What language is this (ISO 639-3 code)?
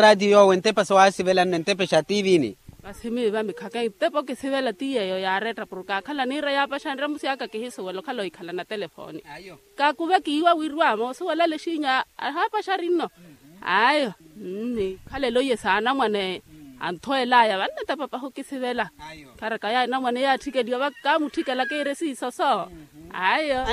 vmw